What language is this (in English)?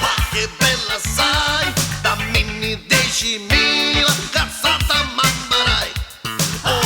Neapolitan